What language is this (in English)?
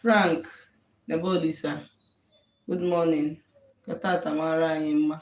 Igbo